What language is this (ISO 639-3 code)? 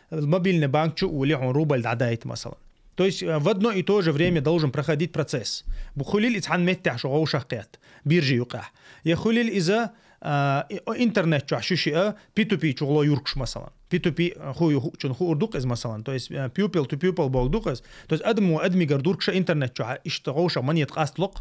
che